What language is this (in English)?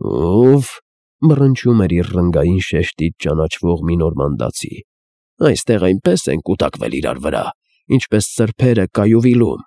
Armenian